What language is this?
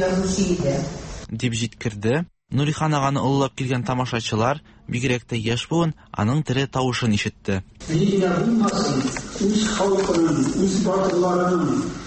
Tatar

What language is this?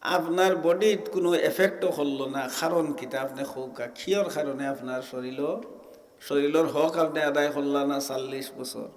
Sylheti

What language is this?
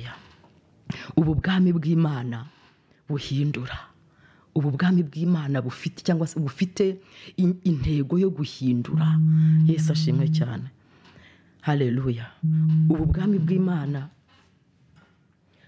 Kinyarwanda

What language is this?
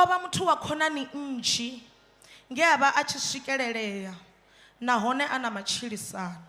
Venda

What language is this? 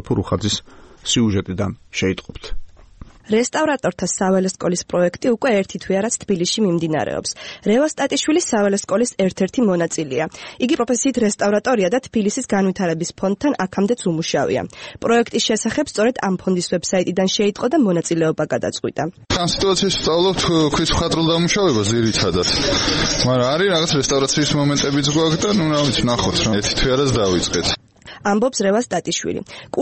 Georgian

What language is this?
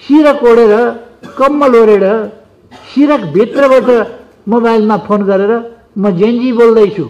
Nepali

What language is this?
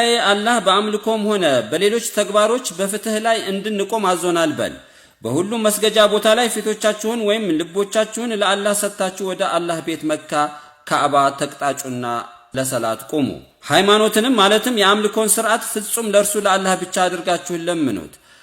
Amharic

